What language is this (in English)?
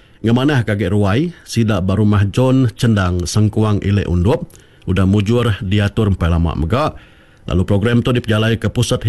Iban